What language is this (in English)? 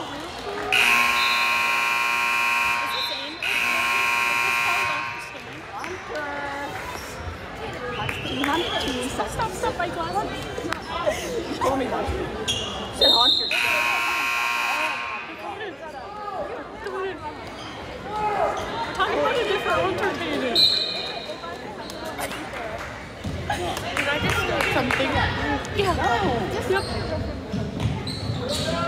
English